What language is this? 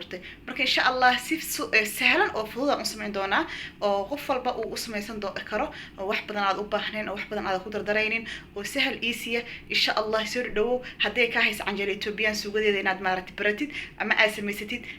Somali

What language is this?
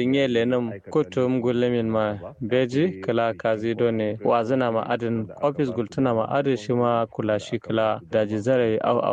Kanuri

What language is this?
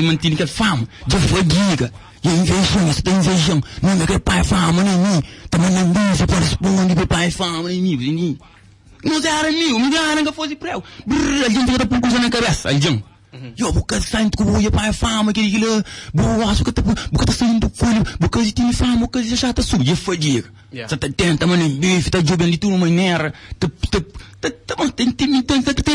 Kabuverdianu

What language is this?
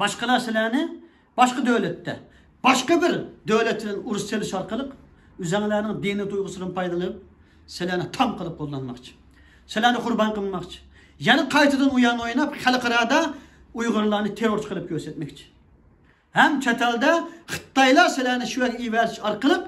Uyghur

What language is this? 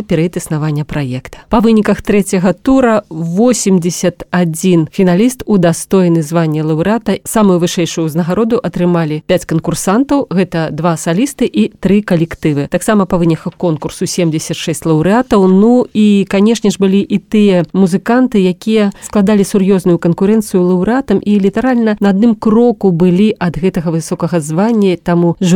Belarusian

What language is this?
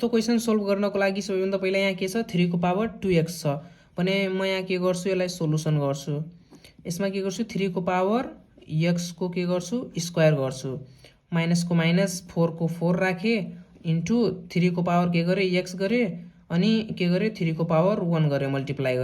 Nepali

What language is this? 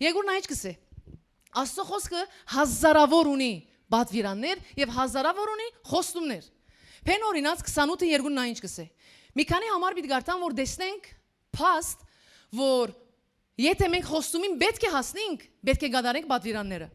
Western Armenian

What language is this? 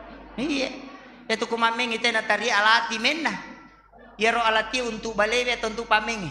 Buginese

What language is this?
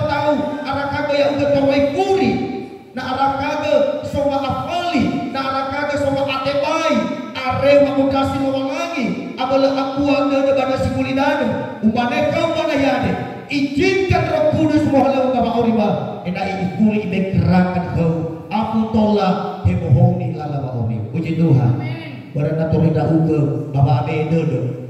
Nias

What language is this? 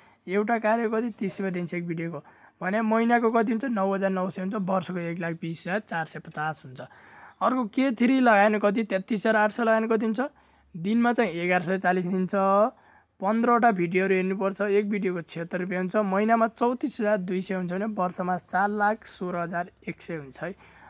Nepali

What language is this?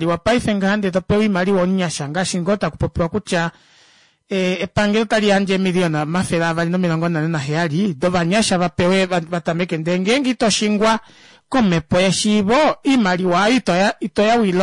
Kuanyama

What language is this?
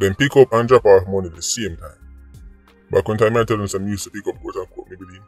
Jamaican Creole English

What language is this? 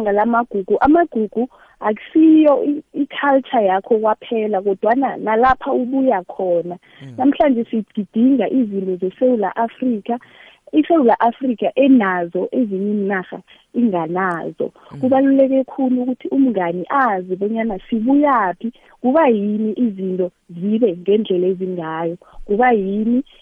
South Ndebele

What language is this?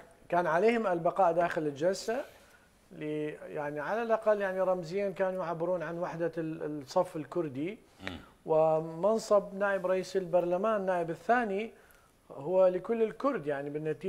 Mesopotamian Arabic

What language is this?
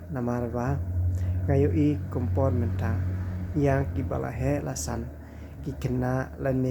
Khasi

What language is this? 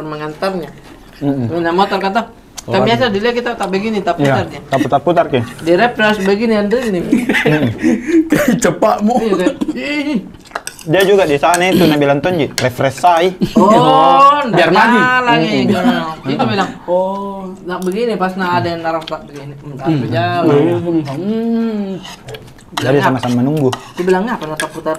Makassar Malay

